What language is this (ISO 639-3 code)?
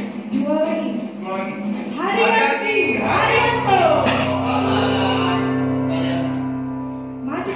ind